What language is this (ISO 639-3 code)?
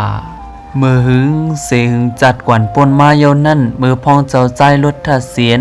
shn